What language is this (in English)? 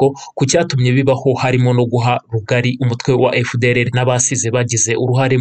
Kinyarwanda